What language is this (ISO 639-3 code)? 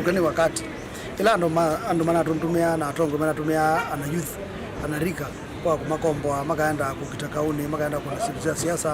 kam